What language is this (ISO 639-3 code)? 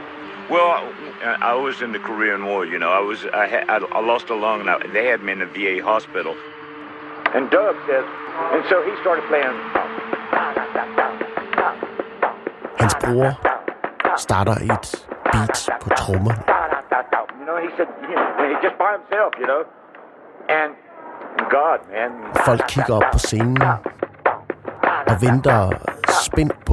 dan